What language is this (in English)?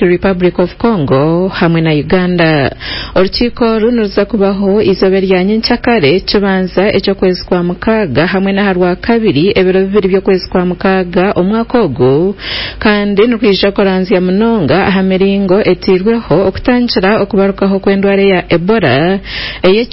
Nyankole